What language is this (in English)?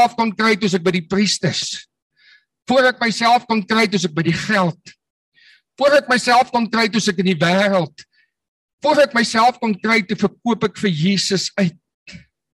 Afrikaans